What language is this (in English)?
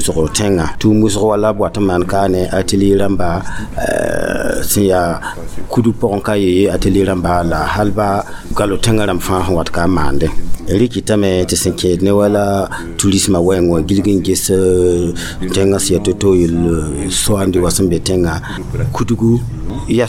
Mossi